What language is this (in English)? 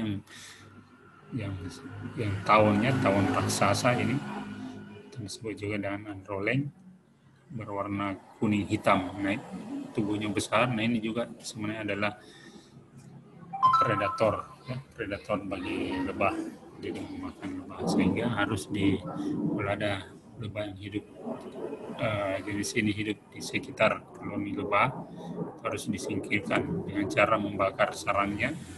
Indonesian